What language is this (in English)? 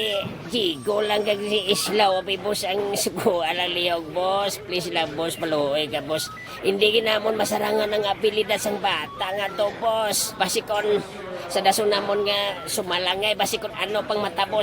Hiligaynon